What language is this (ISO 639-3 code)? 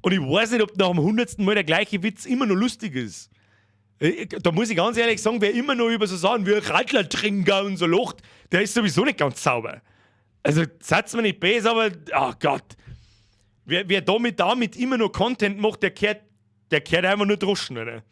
bar